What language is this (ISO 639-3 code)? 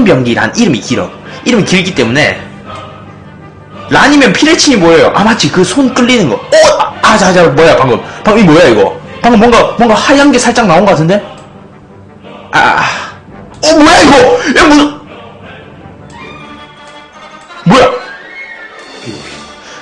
kor